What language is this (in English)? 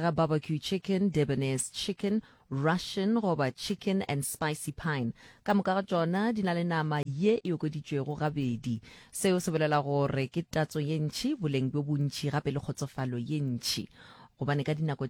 Northern Sotho